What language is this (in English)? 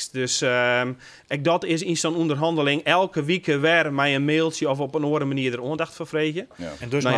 Western Frisian